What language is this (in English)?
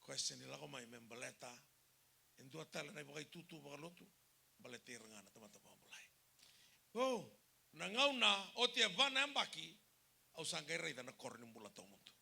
Fijian